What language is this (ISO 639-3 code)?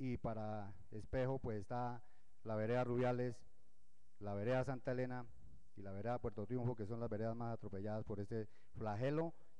spa